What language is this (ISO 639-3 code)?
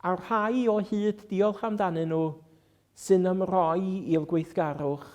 cym